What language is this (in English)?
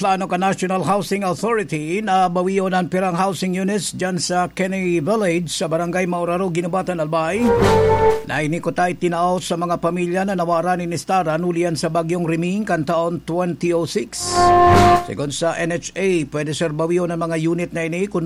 Bikol